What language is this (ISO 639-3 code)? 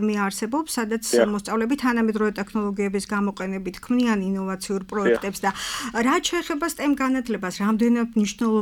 kat